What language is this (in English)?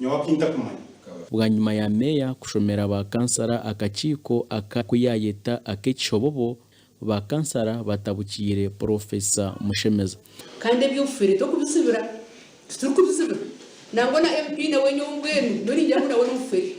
Nyankole